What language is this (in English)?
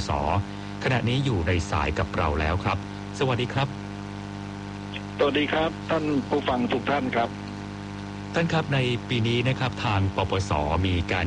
Thai